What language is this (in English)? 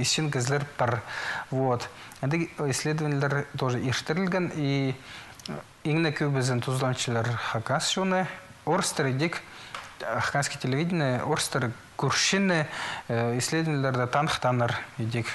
Khakas